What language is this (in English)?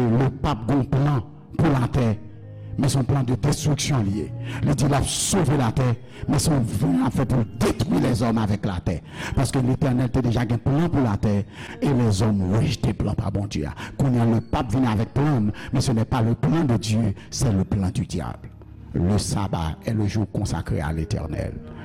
Haitian Creole